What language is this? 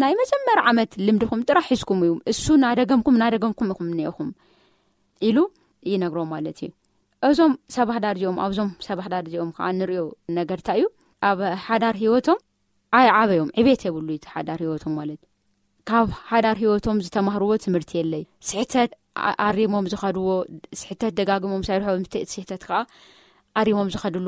Tigrinya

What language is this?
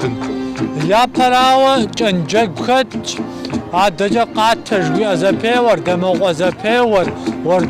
Kabardian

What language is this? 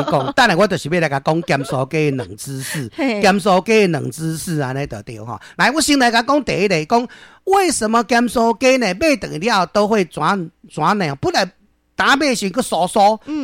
Min Nan Chinese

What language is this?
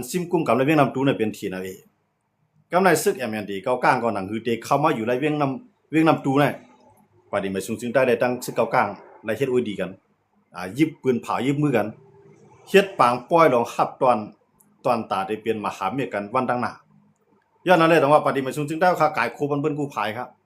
Shan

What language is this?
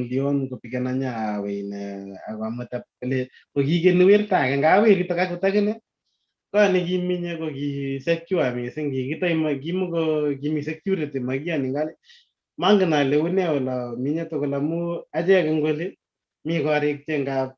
Kalenjin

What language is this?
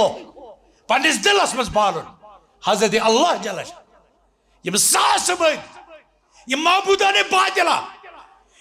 Kashmiri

